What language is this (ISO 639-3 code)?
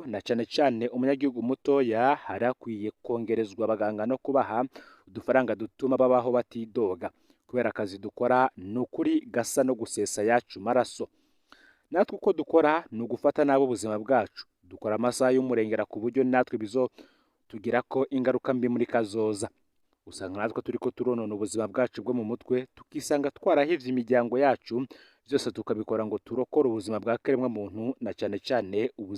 run